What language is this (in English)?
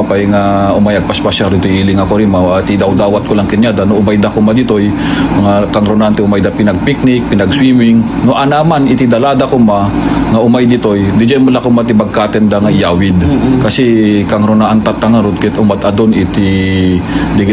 Iloko